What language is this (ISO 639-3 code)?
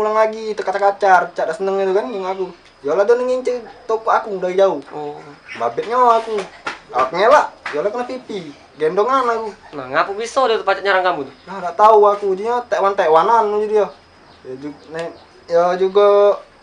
mui